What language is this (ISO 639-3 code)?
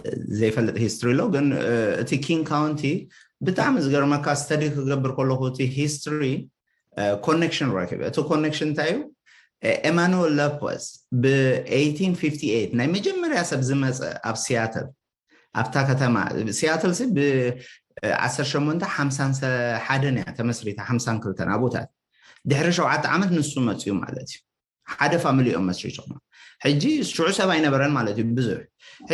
tir